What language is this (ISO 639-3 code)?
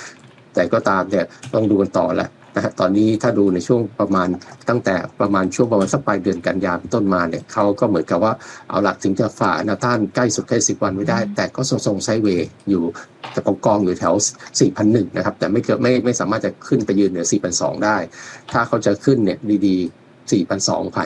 tha